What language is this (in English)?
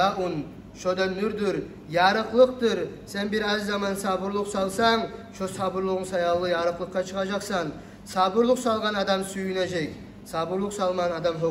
Kumyk